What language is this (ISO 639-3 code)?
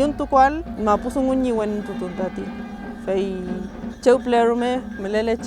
arn